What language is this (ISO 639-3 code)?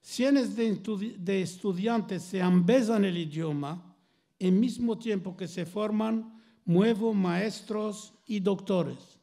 lad